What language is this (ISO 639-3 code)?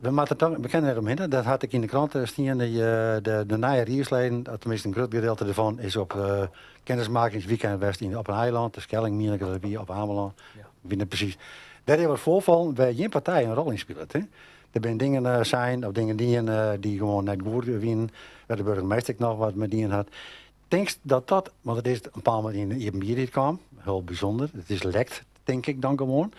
fry